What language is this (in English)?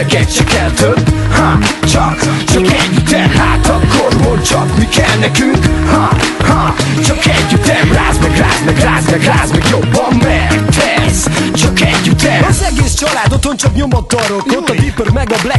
Hungarian